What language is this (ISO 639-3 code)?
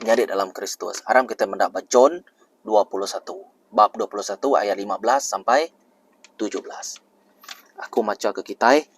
iba